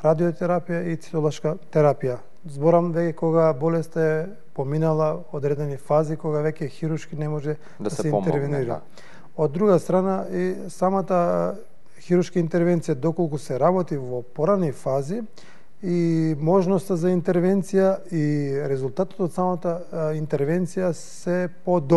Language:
Macedonian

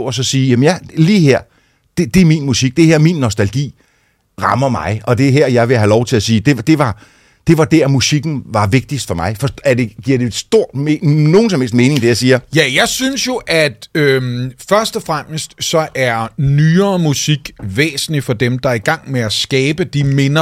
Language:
Danish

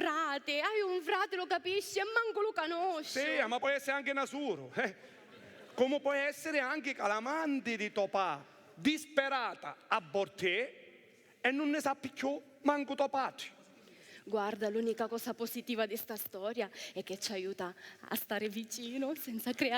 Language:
Sicilian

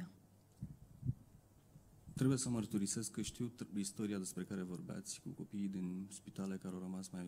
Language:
Romanian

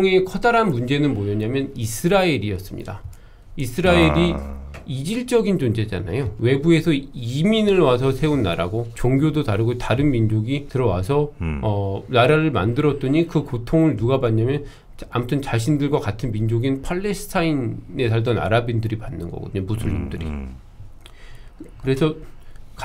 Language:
Korean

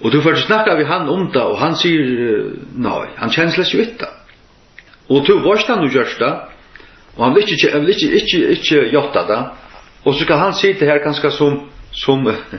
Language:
Faroese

